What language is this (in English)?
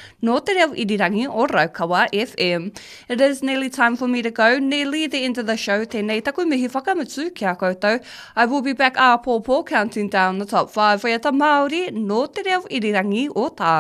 Māori